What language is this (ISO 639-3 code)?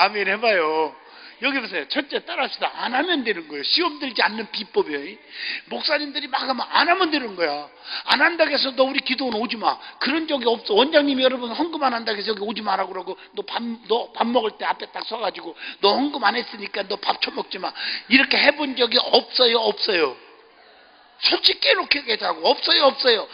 kor